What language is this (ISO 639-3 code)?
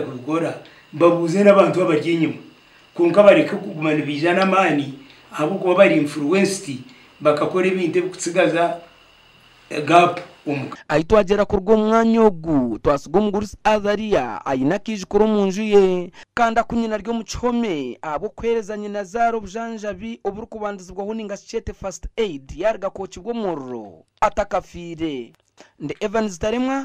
nyn